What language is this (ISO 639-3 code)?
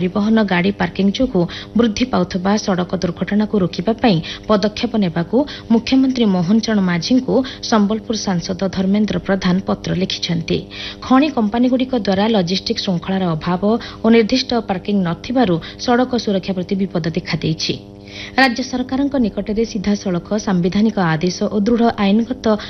ori